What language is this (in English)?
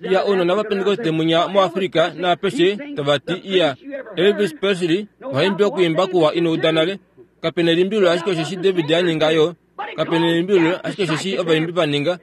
Kuanyama